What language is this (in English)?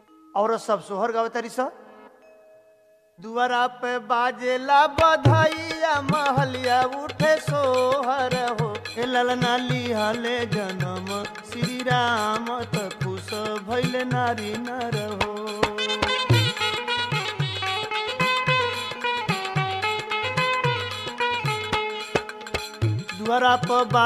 Bhojpuri